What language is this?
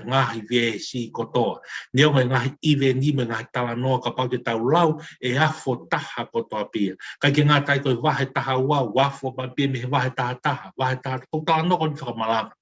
Tongan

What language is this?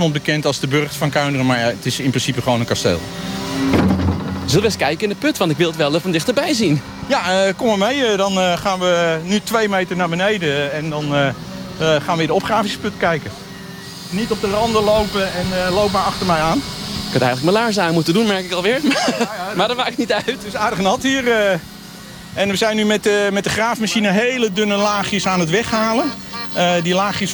Dutch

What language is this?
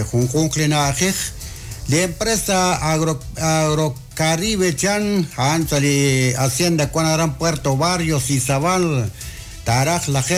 Kekchí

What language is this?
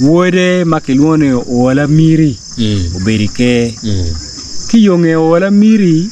Acoli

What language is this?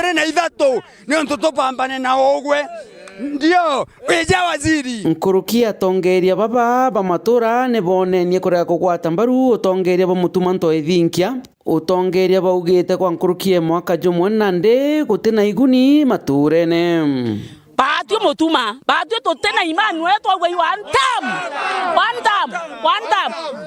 Meru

